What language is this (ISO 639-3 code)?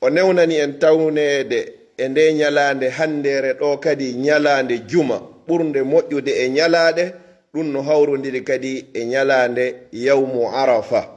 ful